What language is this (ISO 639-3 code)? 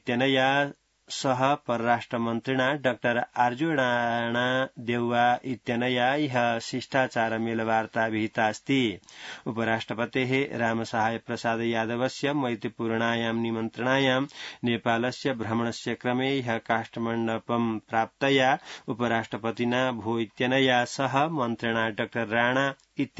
san